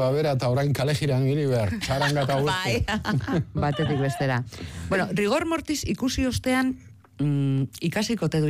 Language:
Basque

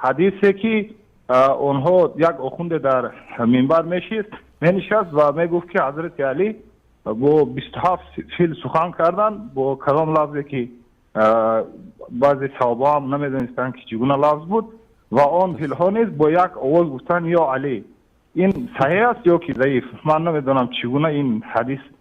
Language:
Persian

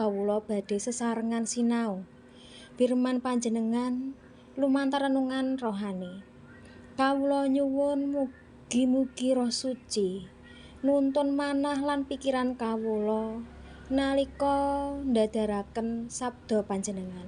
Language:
Javanese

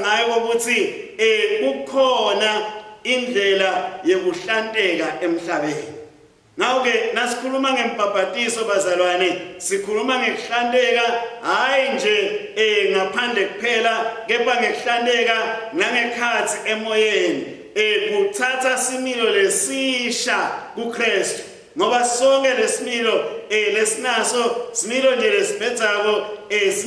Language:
Swati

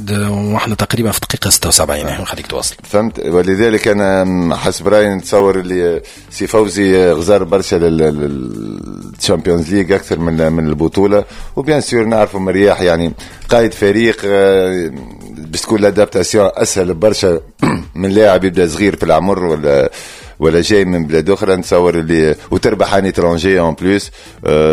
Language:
Tunisian Arabic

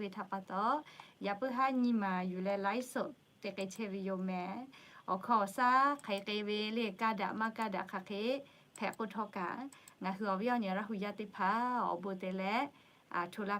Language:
Lahu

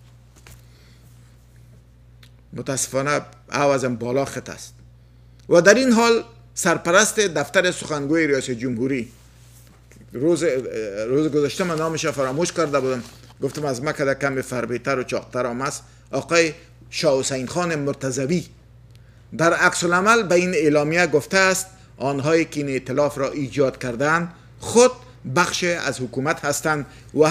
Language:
Persian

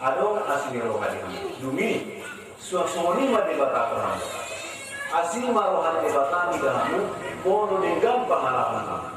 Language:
Batak Toba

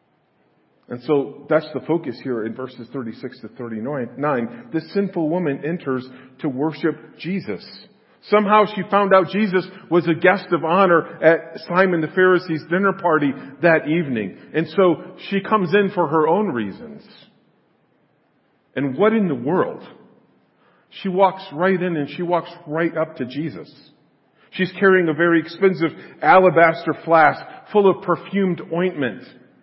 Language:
English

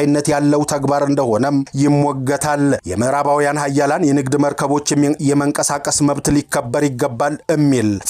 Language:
Amharic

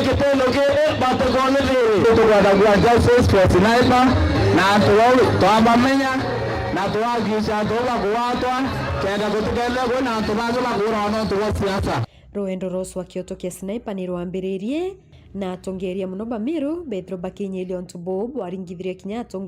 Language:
Meru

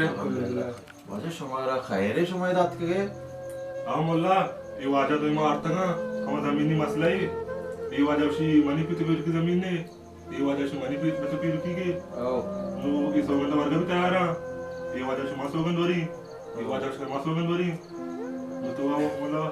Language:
Baluchi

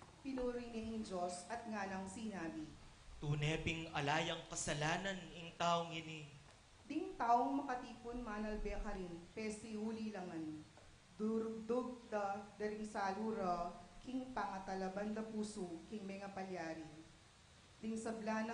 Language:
Pampanga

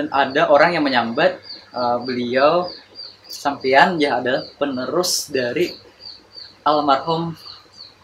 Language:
Banjar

